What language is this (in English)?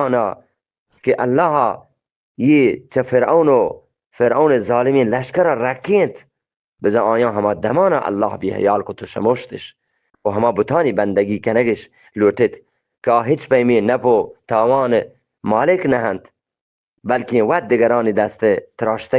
Eastern Balochi